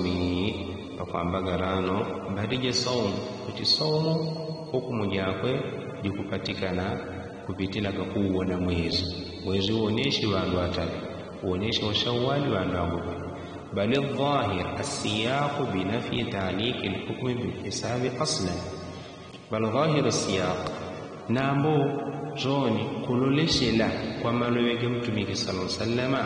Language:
Yao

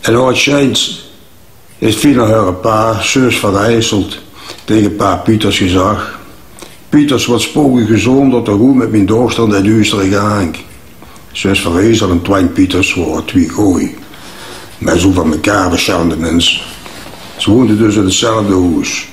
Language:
Limburgish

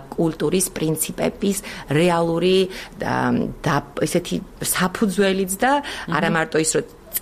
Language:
Georgian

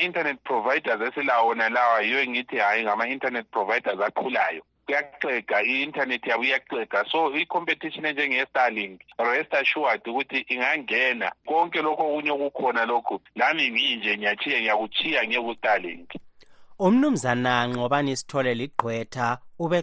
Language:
North Ndebele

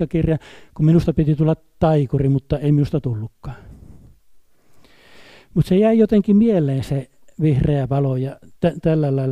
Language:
Finnish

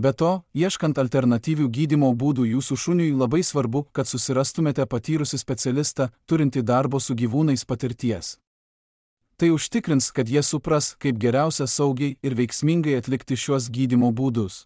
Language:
Lithuanian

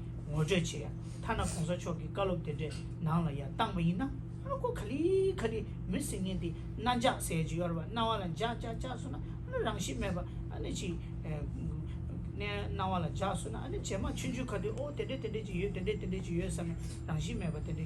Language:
Tibetan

